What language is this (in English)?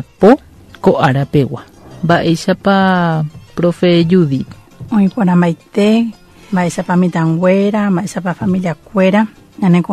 Guarani